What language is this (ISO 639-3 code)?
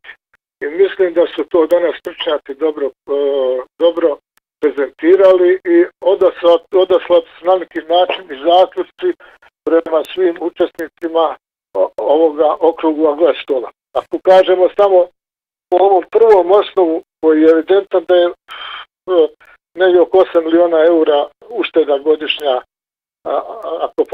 bos